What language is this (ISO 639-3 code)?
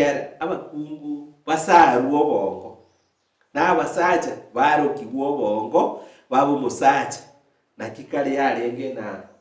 guz